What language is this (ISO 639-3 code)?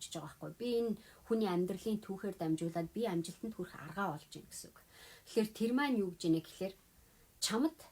mon